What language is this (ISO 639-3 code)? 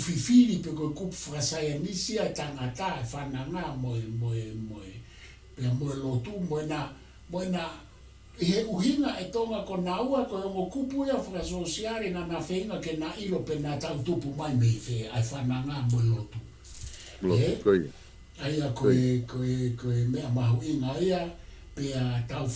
ton